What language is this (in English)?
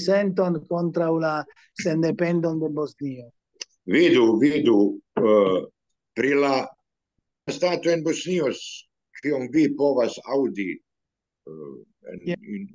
Esperanto